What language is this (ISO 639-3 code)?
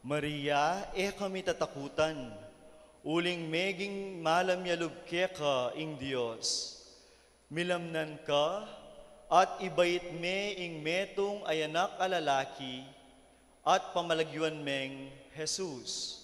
pam